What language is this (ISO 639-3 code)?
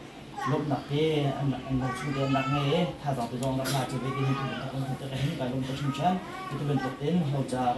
cnh